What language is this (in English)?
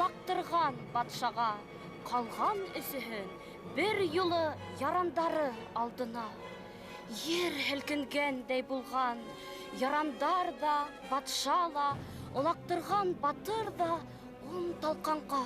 Bashkir